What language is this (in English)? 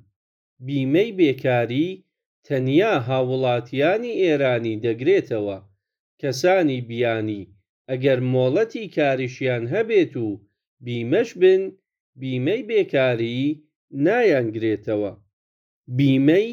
Central Kurdish